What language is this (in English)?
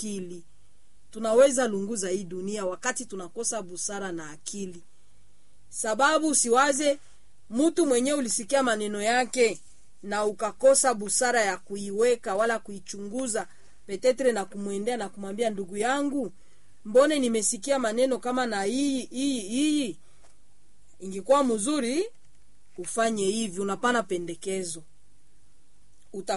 Swahili